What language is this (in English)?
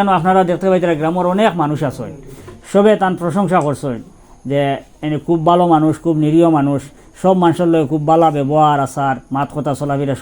Sylheti